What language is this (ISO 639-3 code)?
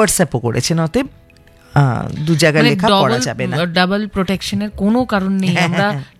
ben